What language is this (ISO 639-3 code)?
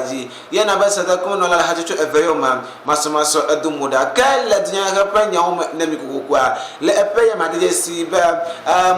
ewe